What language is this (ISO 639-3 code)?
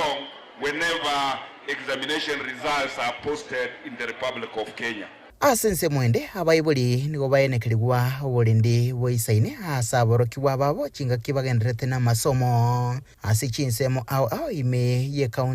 guz